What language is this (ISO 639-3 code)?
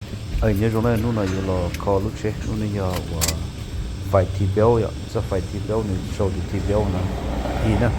hmn